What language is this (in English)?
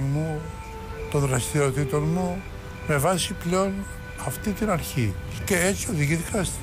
Greek